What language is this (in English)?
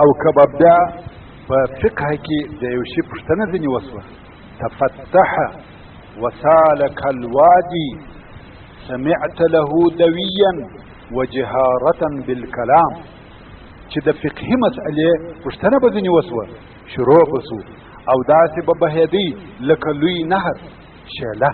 Pashto